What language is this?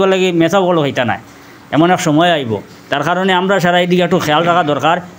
Sylheti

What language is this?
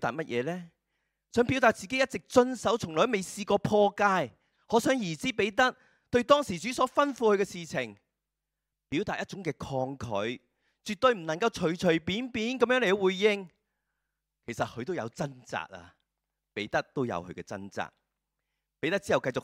Cantonese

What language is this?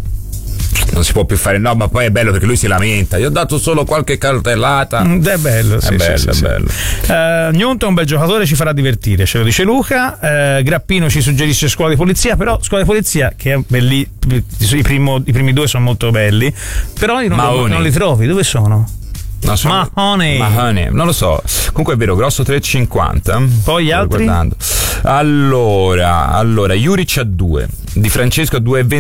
Italian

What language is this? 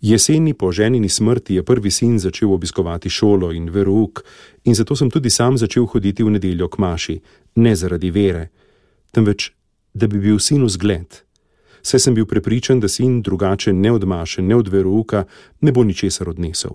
Slovenian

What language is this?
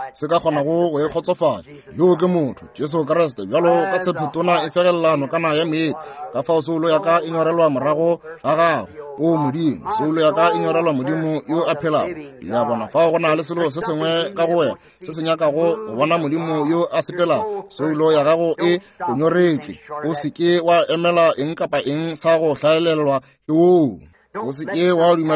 Northern Sotho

